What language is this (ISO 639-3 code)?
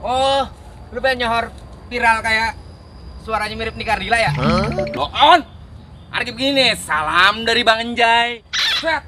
bew